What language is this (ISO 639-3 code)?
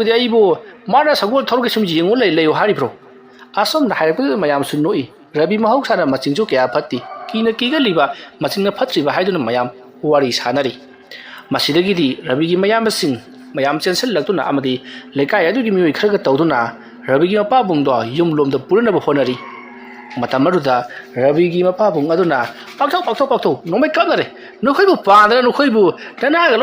mni